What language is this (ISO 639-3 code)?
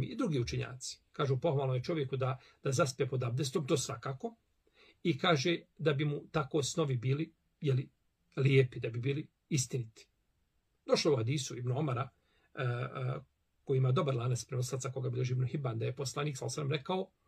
bos